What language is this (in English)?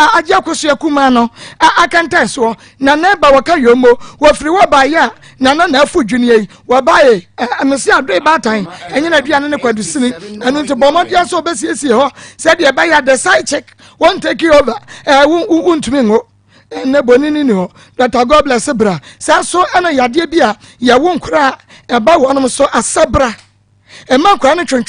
Akan